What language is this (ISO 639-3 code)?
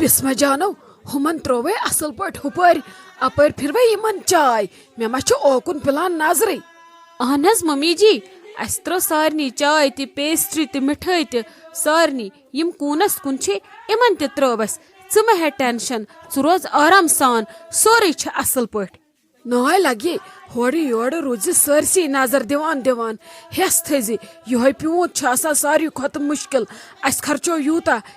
kas